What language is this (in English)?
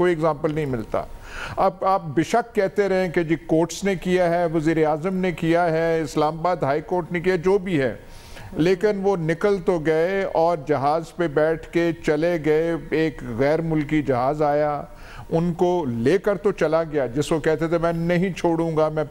Urdu